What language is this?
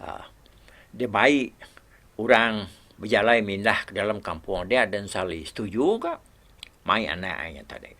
Iban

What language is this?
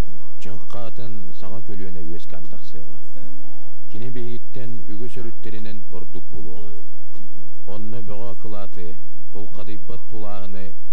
Yakut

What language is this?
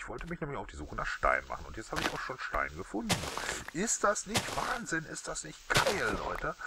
German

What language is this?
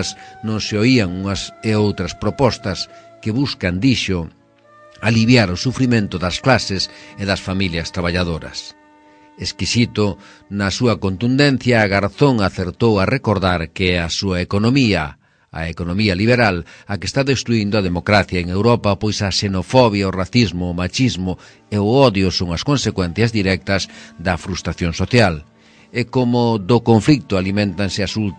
Galician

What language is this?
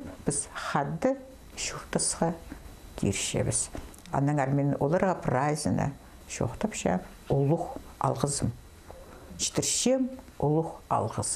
Khakas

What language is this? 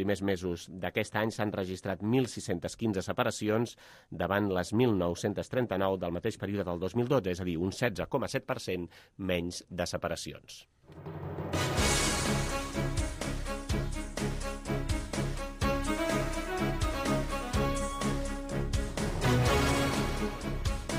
Catalan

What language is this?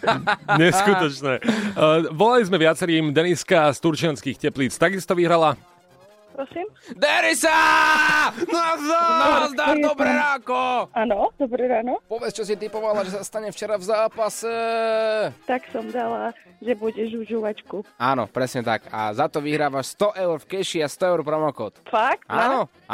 Slovak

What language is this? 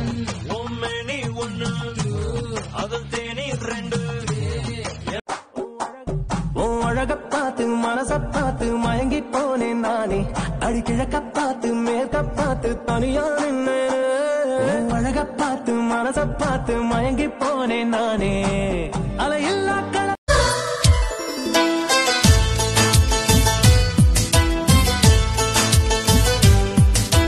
Tamil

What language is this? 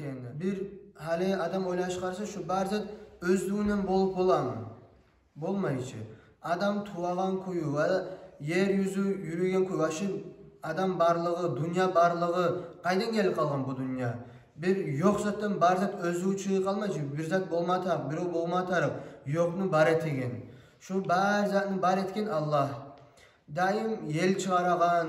Kumyk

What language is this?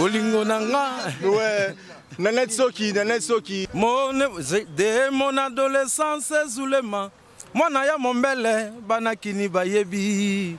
Lingala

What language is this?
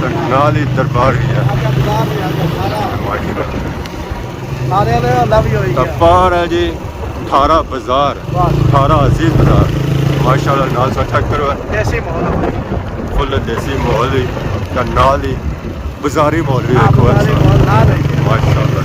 Pahari-Potwari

